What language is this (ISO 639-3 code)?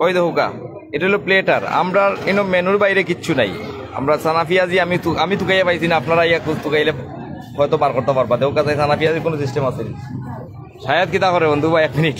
syl